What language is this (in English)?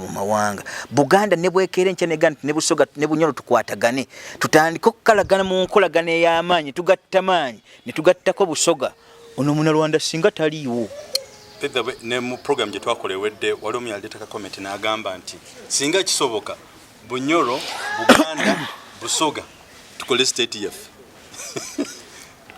Ganda